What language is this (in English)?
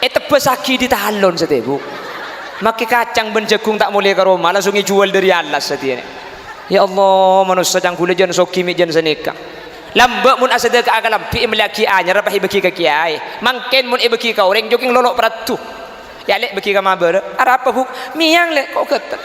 Madurese